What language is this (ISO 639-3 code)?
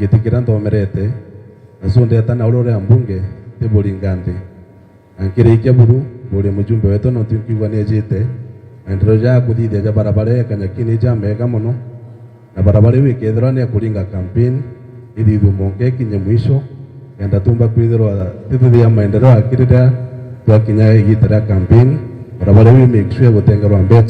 mer